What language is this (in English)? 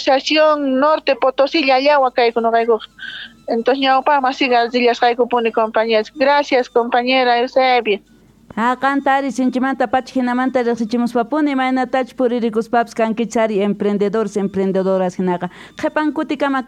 Quechua